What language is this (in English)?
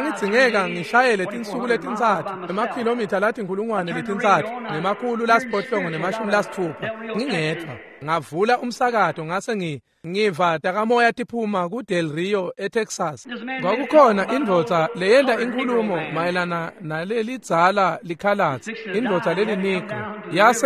Swati